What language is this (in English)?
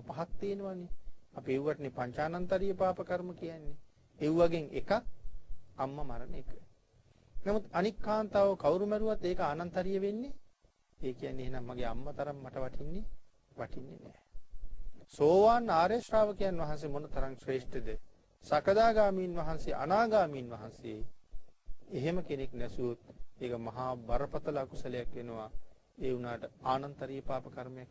Sinhala